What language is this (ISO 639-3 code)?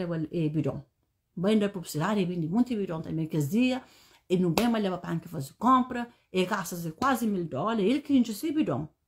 kea